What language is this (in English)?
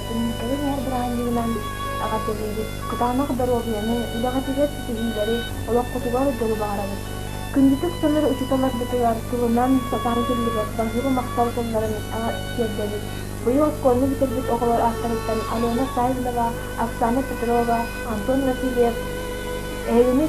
Yakut